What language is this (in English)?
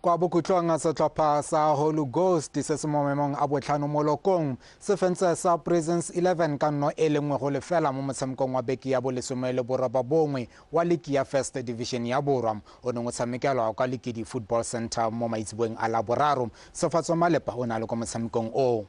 Tswana